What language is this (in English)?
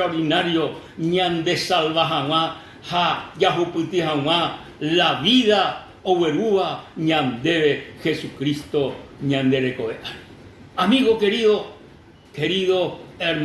Guarani